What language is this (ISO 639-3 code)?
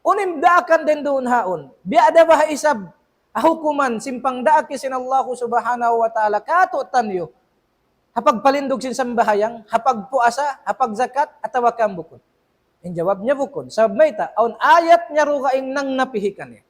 tsg